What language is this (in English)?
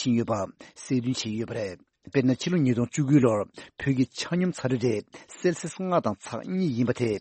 Tibetan